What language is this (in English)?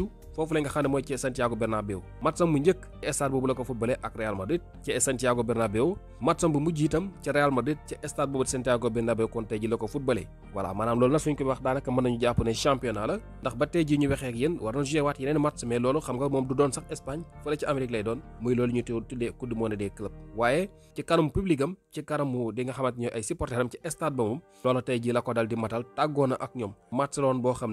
Wolof